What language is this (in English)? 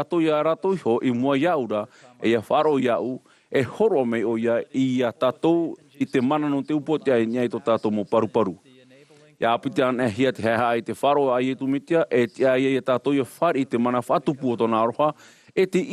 Tahitian